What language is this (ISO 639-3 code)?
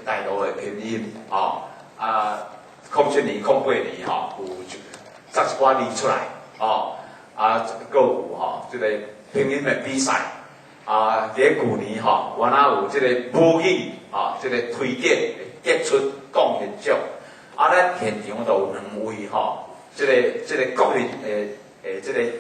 nan